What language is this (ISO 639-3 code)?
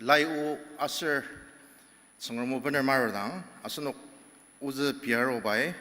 njo